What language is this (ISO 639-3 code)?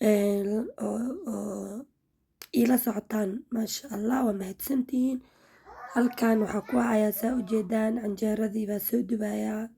som